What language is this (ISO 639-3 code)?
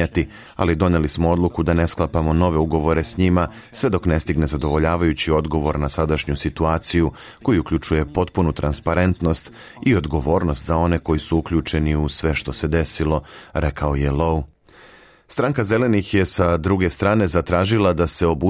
srp